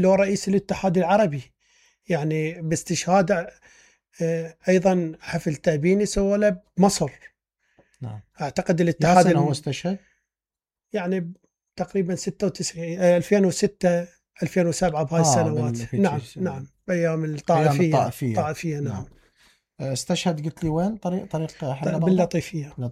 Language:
Mesopotamian Arabic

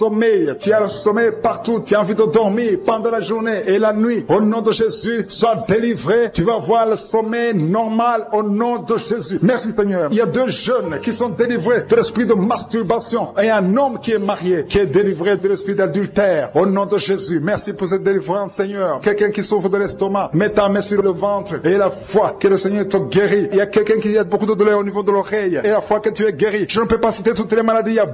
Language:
French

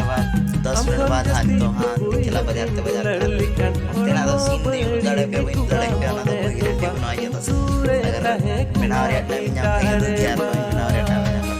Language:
Santali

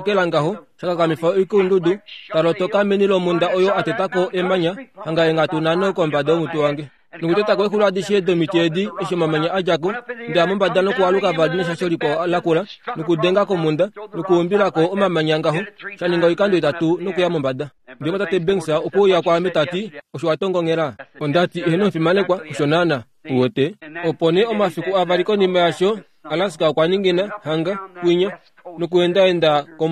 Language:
Kuanyama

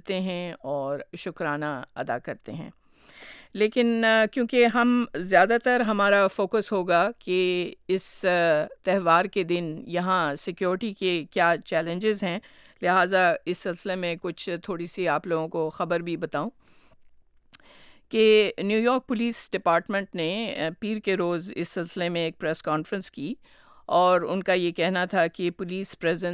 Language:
Urdu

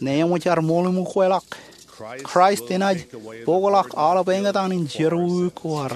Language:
Marshallese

